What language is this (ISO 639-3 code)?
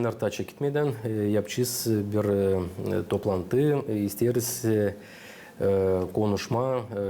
gag